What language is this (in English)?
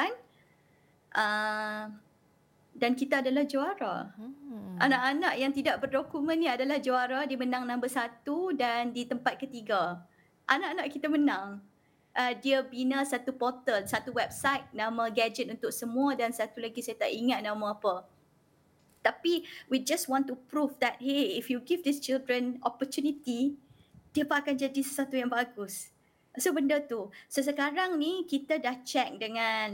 Malay